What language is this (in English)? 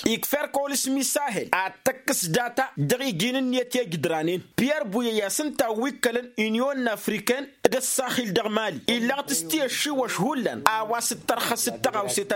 Tamasheq